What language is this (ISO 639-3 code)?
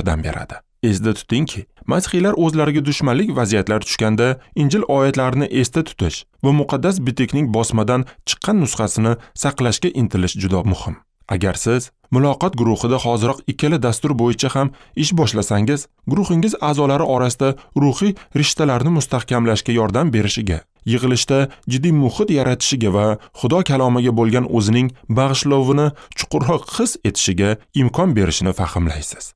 uzb